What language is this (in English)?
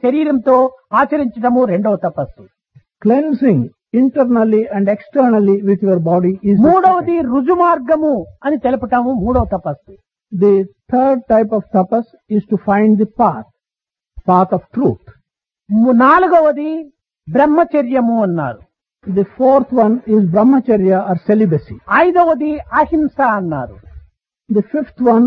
Telugu